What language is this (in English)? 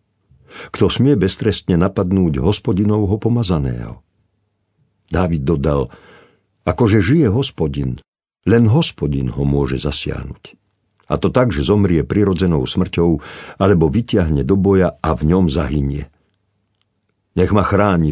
Slovak